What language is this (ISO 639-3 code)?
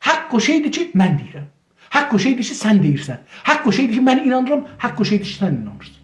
azb